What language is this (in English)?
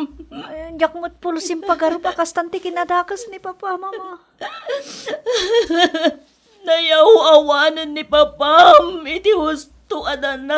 Iloko